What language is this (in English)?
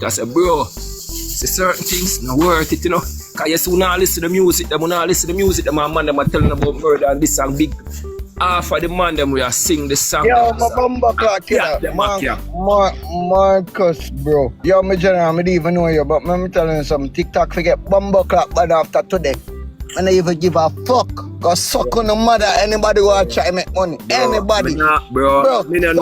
Jamaican Creole English